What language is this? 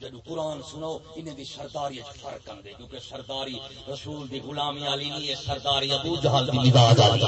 Saraiki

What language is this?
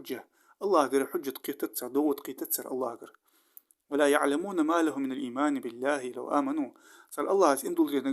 Ingush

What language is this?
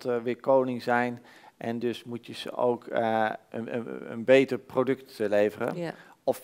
Dutch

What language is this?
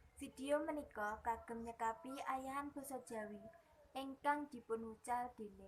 Javanese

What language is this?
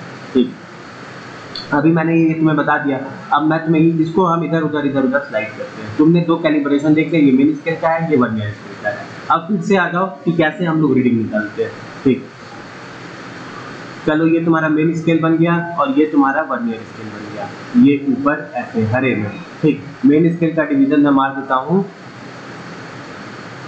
Hindi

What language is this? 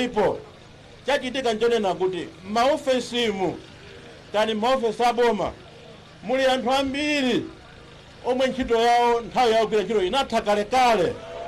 Nyanja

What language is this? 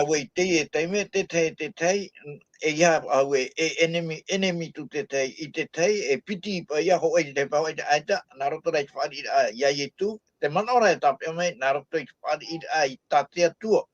Tahitian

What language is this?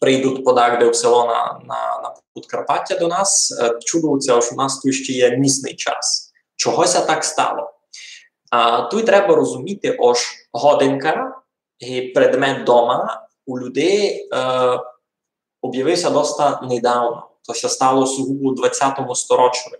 Rusyn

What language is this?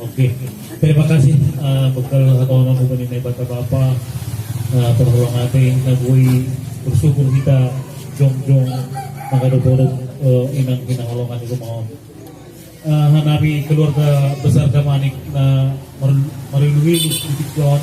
Batak Simalungun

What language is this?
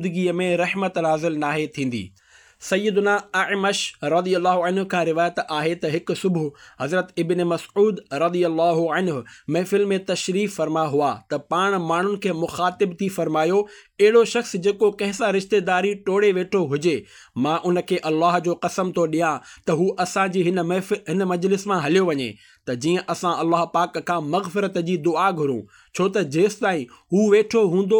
Sindhi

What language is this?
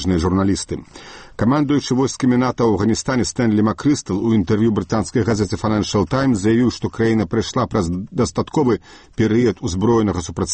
Belarusian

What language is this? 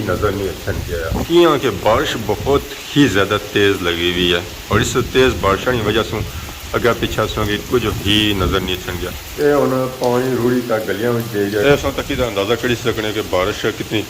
Pahari-Potwari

